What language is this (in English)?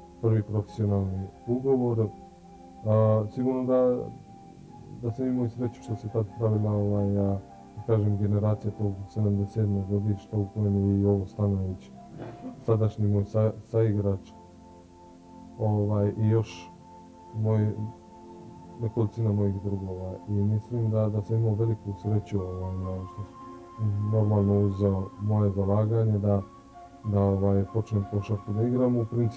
Serbian